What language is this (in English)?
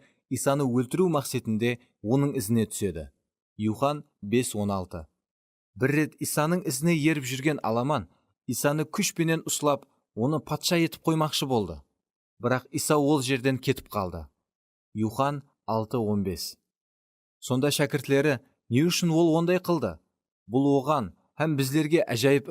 Kara-Kalpak